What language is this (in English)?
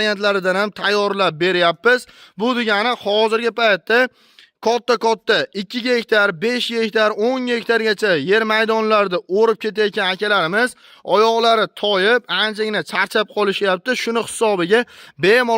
Uzbek